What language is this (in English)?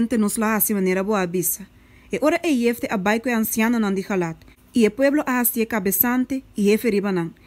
Papiamento